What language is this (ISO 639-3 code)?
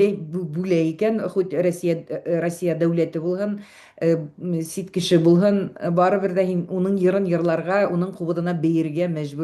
bak